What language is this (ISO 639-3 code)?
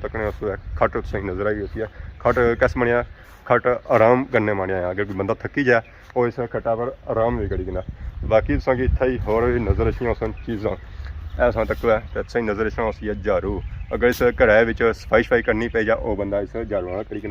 phr